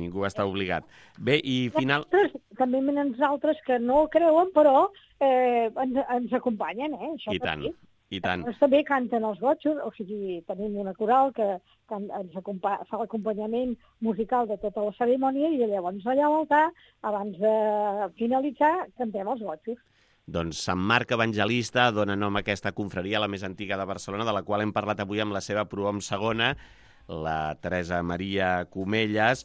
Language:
Catalan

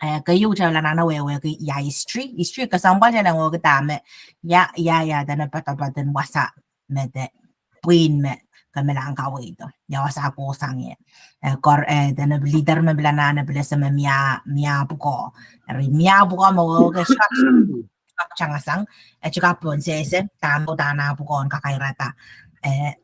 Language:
Pohnpeian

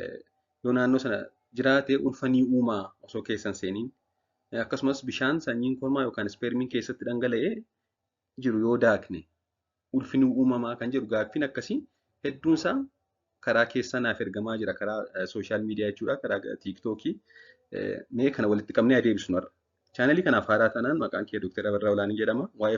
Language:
Oromo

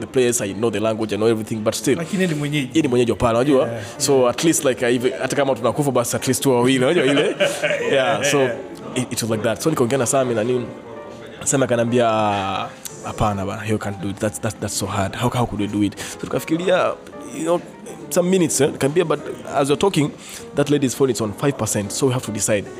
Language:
Swahili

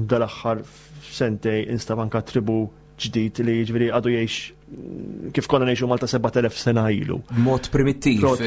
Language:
Maltese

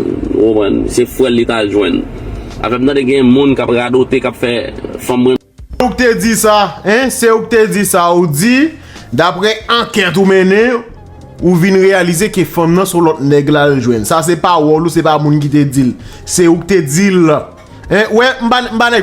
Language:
Haitian Creole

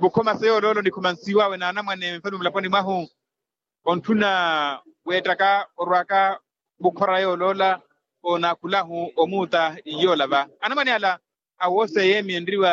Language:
Makhuwa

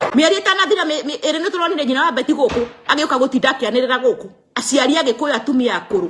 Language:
Kikuyu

